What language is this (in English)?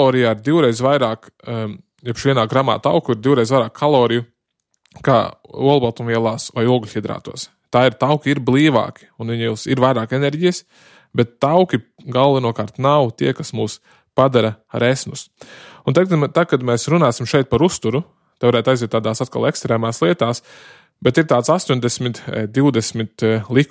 Latvian